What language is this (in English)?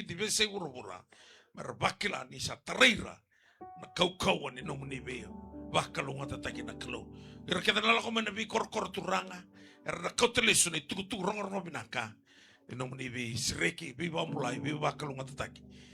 Fijian